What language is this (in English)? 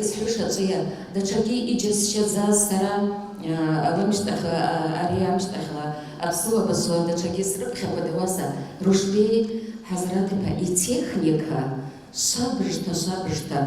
Abkhazian